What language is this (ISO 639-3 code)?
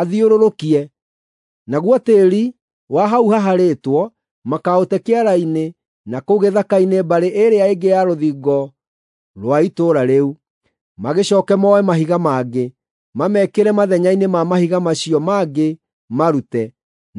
kik